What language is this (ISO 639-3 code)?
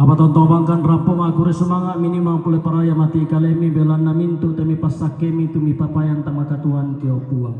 sda